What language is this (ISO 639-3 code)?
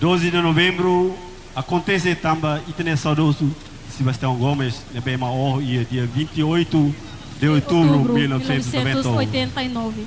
tet